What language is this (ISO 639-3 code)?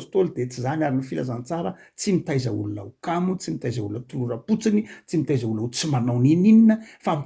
mlg